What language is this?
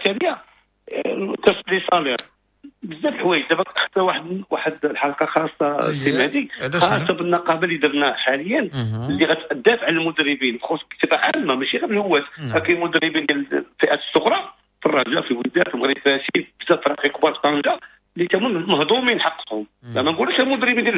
Moroccan Arabic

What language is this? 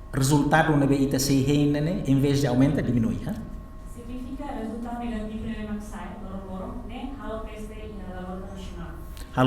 Tetum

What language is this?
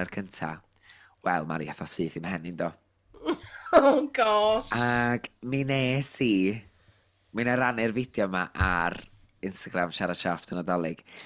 Welsh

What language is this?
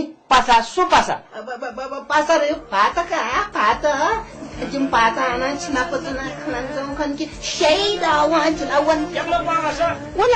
Newari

